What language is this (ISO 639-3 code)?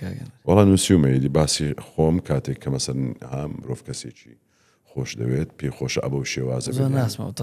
ckb